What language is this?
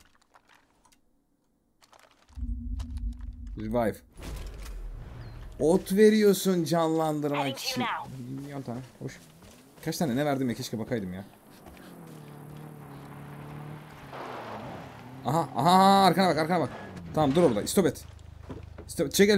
Turkish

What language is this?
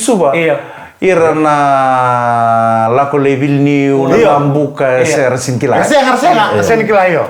Fijian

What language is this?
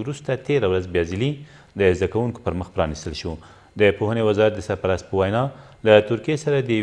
Pashto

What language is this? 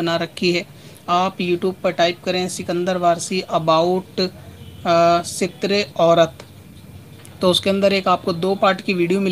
Urdu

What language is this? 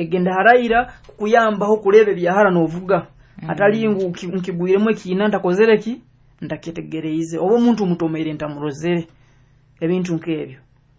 Nyoro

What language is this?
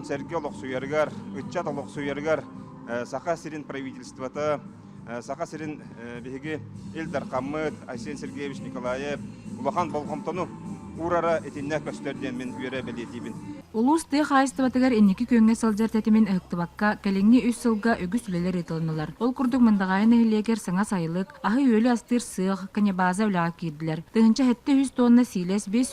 Yakut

